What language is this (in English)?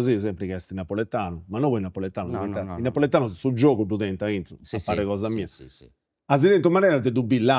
Sardinian